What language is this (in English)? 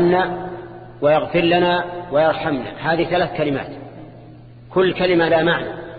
Arabic